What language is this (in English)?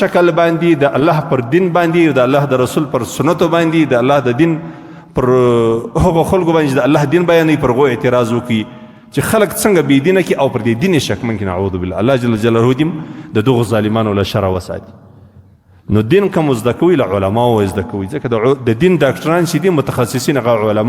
Pashto